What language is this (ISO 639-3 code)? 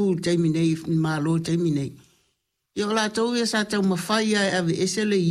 smo